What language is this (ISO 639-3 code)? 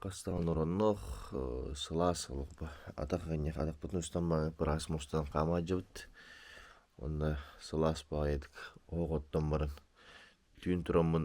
sah